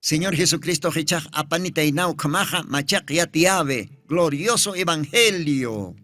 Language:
Aymara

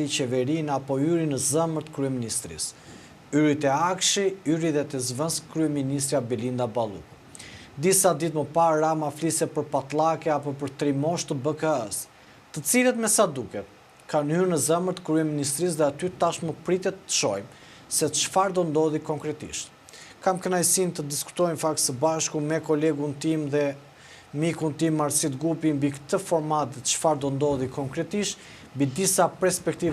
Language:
Albanian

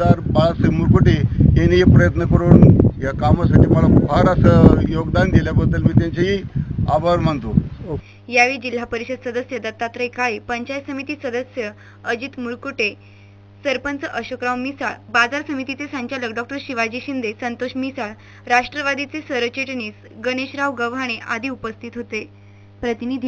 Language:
Marathi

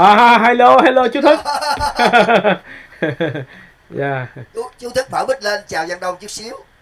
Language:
Vietnamese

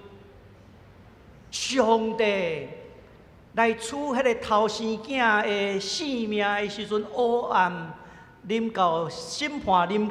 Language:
Min Nan Chinese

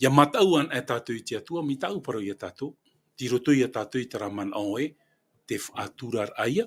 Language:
Tahitian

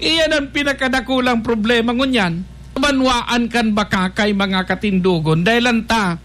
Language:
Bikol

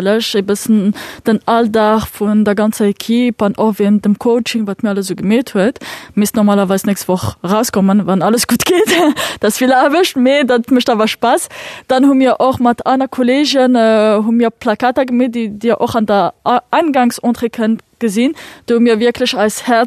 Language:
Luxembourgish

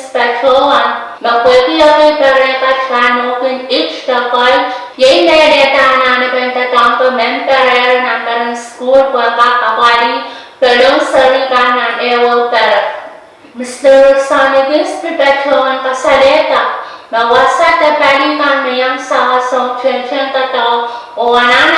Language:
Pohnpeian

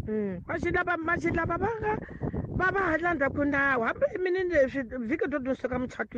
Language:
Tsonga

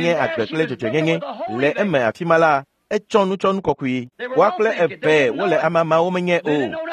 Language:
Ewe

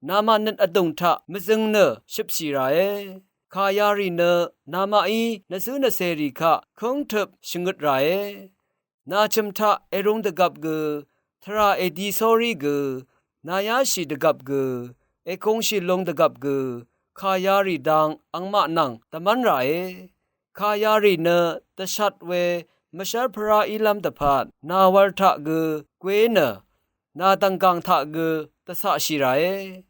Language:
Rawang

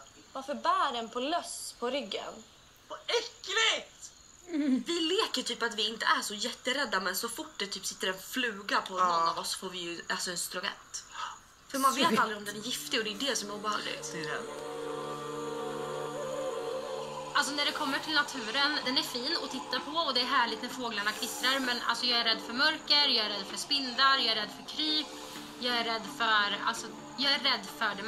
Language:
Swedish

